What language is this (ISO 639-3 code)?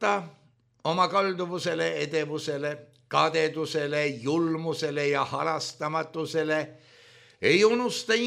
est